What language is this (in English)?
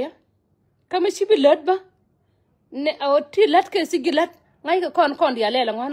Nuer